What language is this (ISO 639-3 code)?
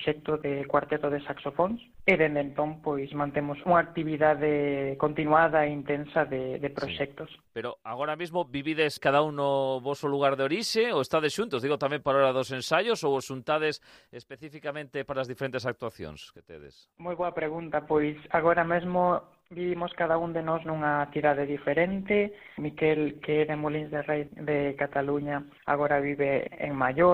glg